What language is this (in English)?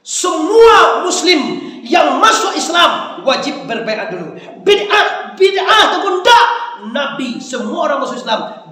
Minangkabau